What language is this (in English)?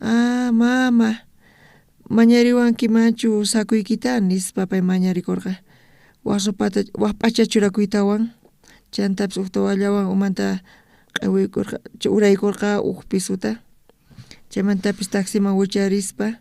South Bolivian Quechua